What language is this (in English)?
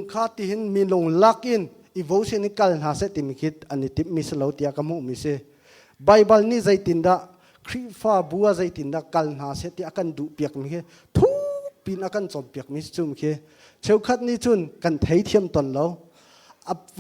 Hakha Chin